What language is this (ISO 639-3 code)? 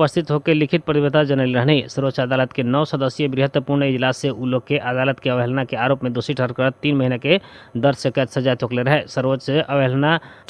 bho